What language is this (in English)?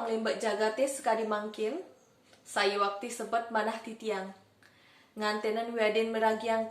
Balinese